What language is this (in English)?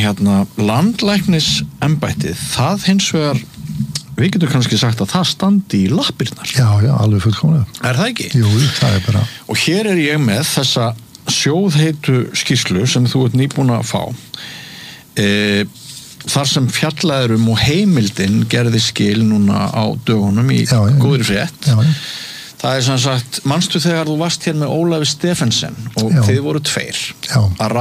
Icelandic